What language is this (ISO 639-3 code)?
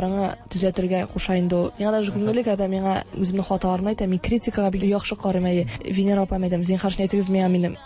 tat